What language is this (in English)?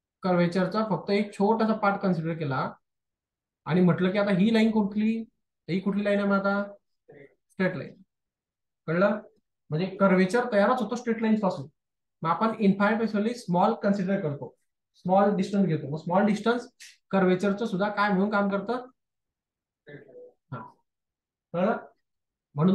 Marathi